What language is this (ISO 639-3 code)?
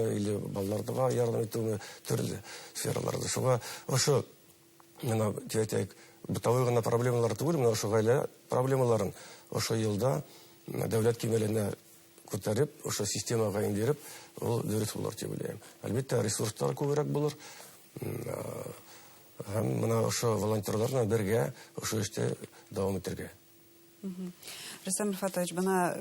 bak